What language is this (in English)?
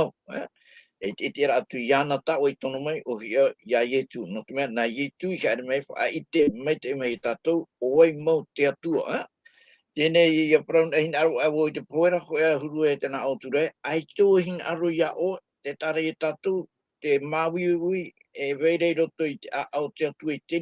Tahitian